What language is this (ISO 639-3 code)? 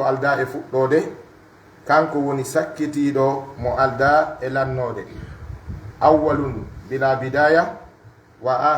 fuf